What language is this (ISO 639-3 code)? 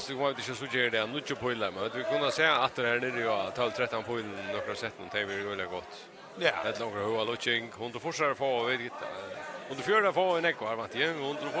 fao